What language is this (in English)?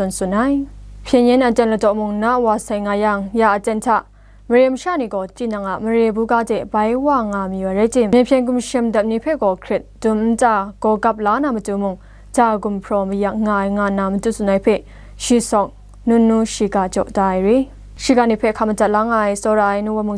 Kachin